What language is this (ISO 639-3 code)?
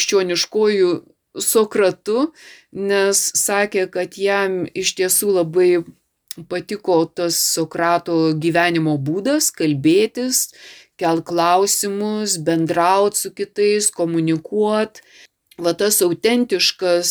lit